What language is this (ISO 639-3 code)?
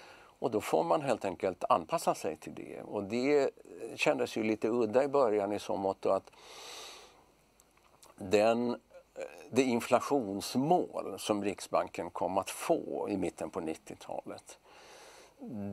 swe